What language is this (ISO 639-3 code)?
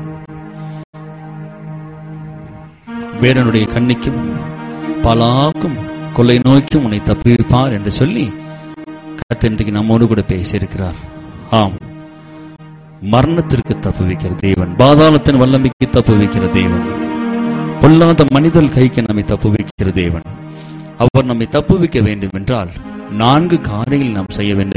tam